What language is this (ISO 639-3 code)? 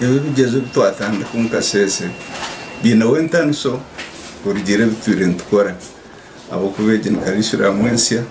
nyn